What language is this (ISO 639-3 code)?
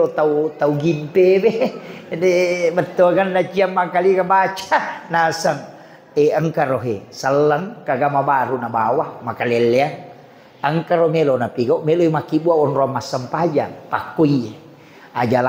bug